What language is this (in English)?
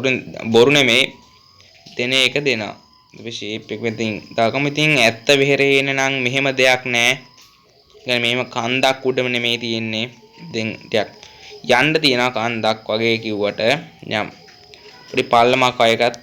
Sinhala